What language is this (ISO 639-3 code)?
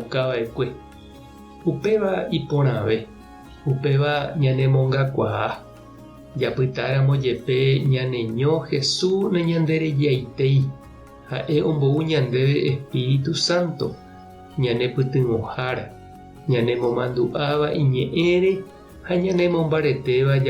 grn